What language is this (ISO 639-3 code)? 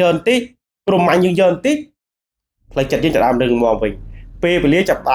khm